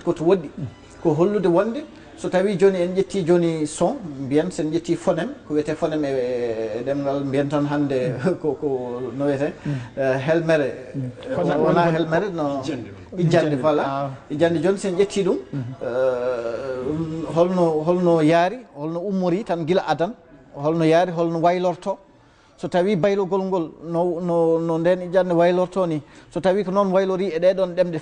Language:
Fula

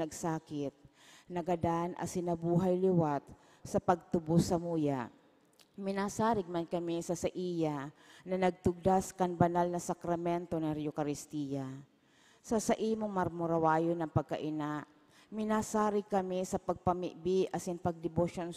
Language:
Bikol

